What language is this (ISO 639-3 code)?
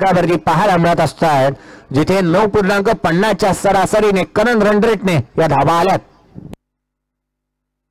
mar